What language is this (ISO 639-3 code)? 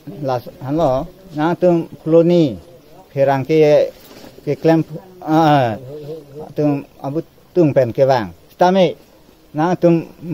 mjw